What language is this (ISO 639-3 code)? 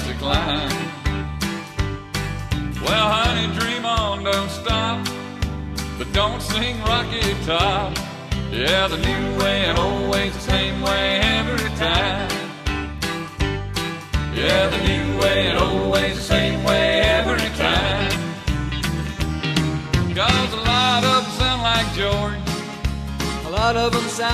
eng